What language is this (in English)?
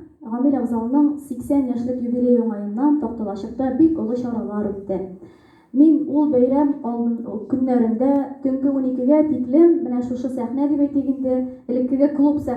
Tatar